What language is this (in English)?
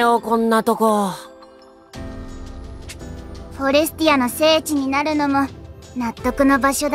Japanese